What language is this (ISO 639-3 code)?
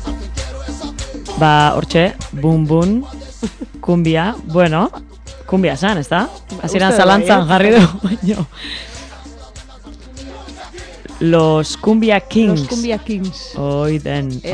eus